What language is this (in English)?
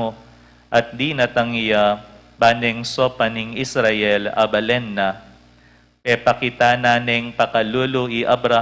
Pampanga